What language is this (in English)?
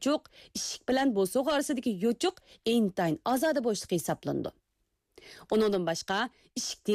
Uyghur